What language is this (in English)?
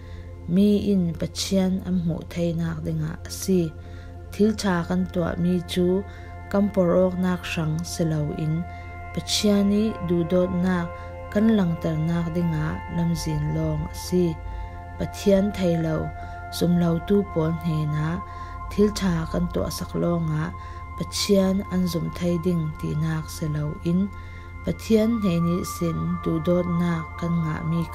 Falam Chin